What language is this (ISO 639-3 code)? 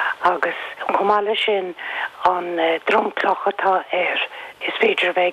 gle